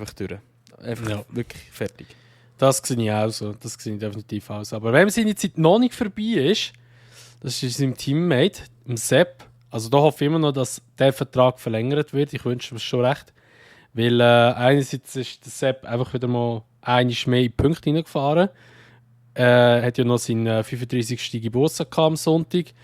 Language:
Swiss German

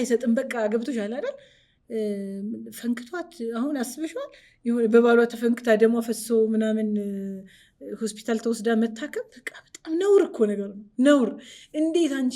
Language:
Amharic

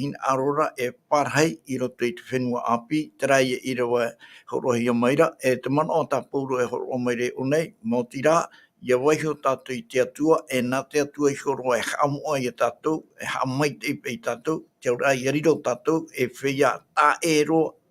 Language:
Tahitian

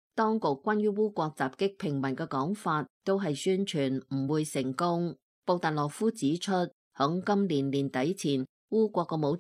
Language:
Cantonese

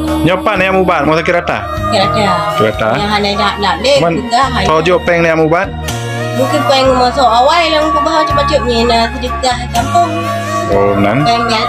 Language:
Achinese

